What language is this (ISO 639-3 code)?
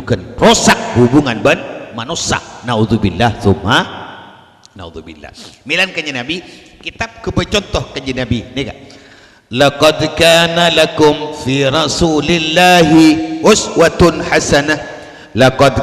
mad